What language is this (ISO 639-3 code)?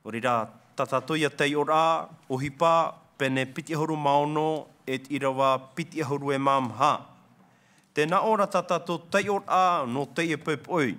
tah